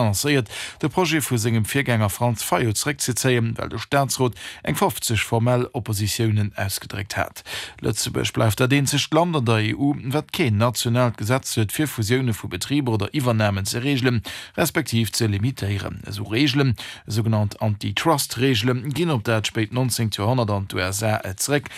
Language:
Luxembourgish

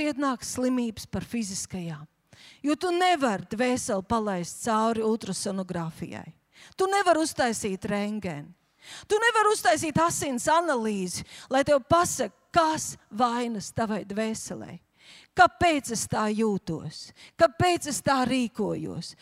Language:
Latvian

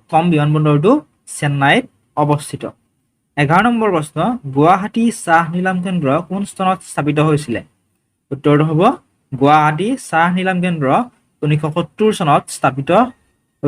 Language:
Assamese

